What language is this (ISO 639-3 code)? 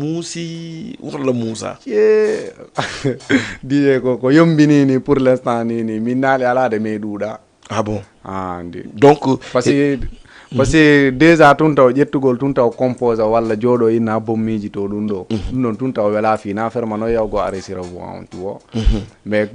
ful